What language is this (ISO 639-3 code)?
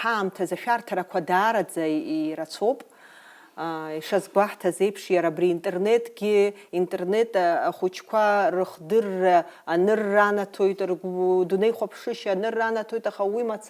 abk